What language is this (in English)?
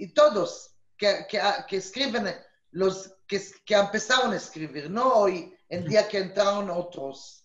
Ladino